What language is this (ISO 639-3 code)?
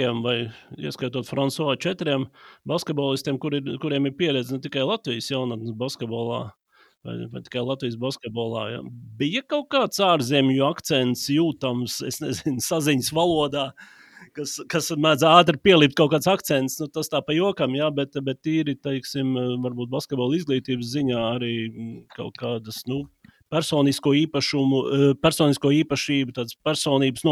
lav